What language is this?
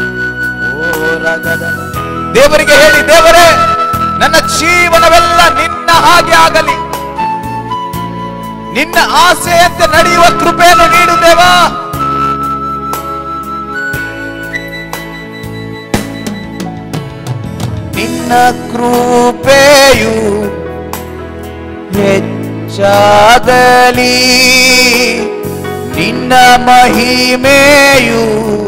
Kannada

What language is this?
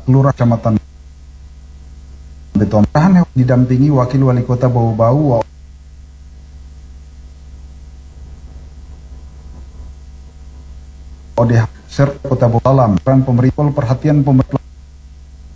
Indonesian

